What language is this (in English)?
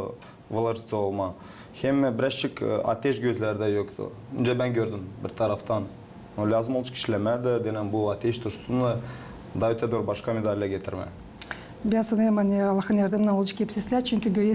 Gagauz